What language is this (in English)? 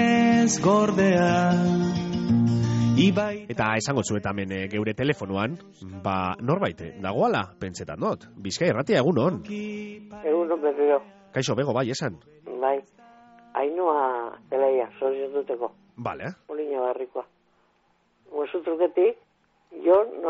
Basque